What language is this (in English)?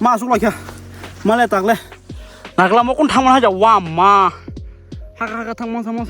Kok Borok